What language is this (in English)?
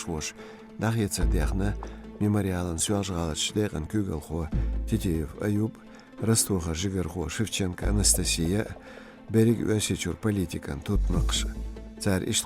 Chechen